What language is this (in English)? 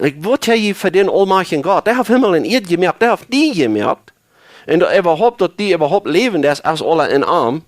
Plautdietsch